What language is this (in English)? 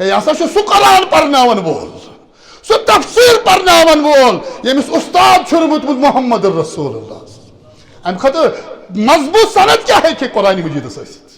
Kashmiri